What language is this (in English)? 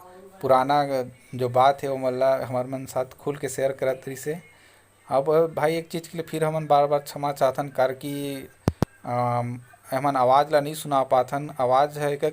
Chhattisgarhi